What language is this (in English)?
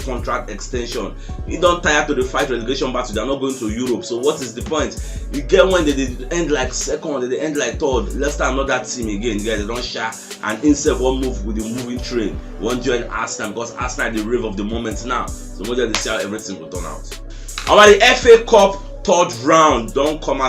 Nigerian Pidgin